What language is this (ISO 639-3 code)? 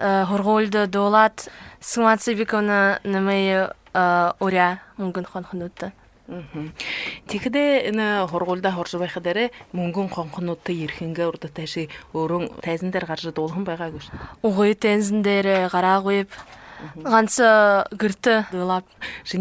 bua